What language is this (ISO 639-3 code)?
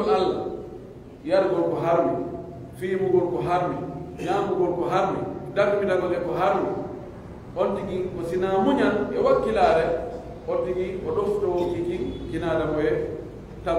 fuf